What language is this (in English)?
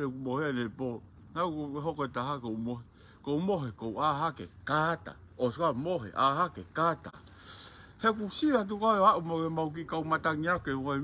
Tongan